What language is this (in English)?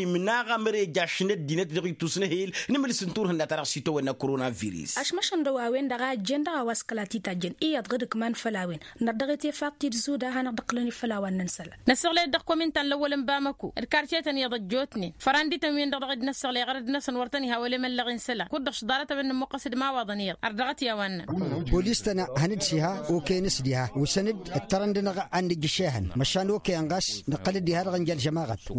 Tamasheq